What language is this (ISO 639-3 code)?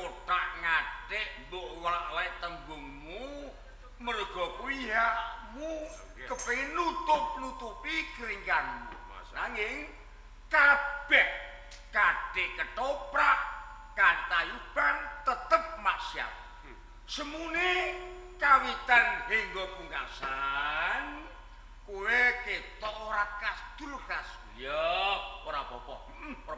jav